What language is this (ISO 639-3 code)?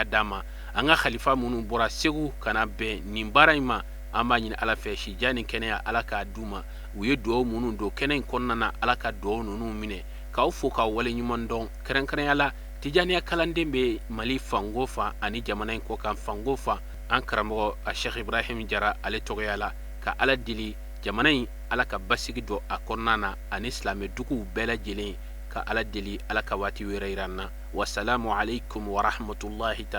bam